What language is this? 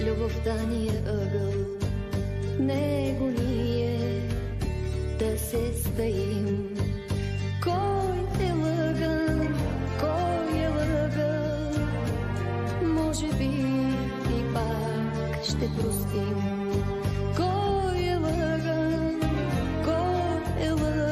Bulgarian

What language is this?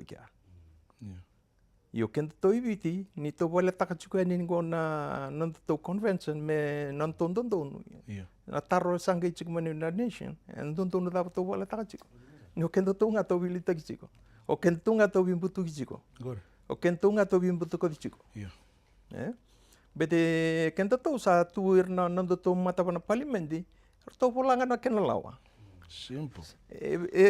Fijian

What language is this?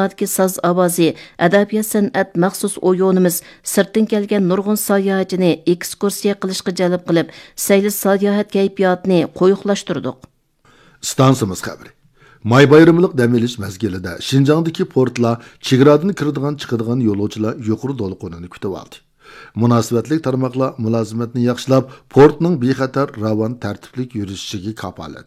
Uyghur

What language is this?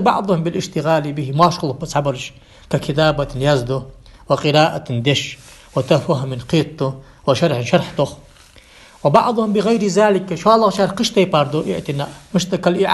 Ingush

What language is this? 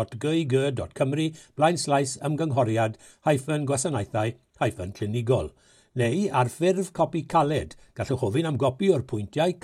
Welsh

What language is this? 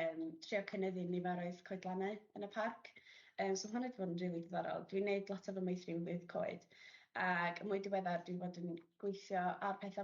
Welsh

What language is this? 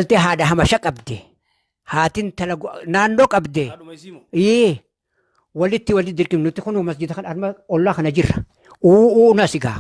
Oromo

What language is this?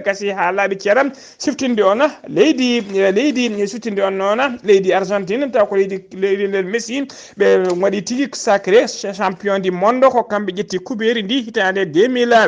Fula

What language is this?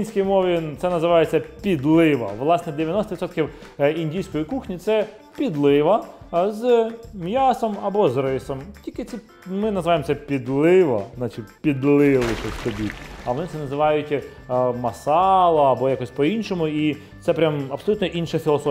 Ukrainian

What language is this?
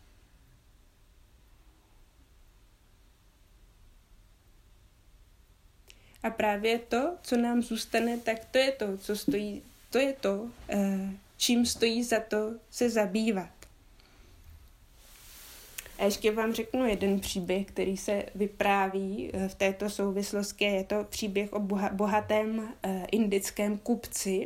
Czech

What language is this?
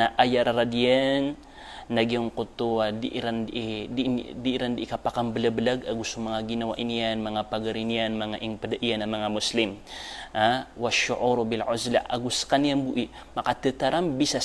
Maranao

